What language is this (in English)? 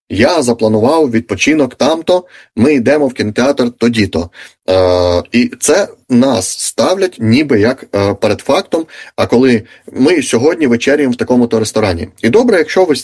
Ukrainian